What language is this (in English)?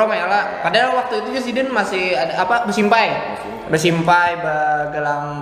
Banjar